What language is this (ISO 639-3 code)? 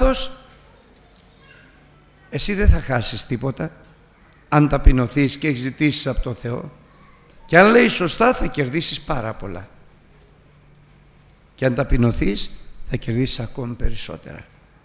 ell